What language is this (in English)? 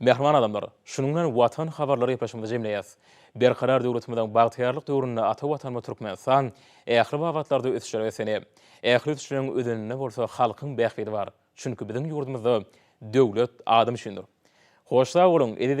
Turkmen